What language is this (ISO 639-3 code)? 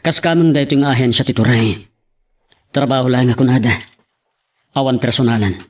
ilo